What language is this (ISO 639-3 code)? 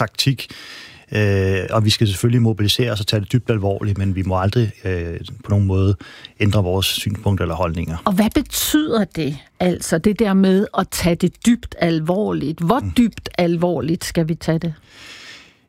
dan